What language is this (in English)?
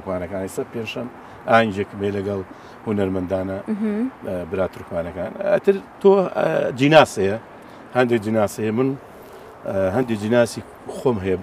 Central Kurdish